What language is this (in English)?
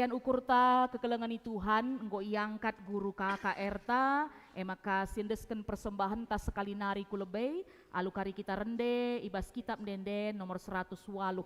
Batak Karo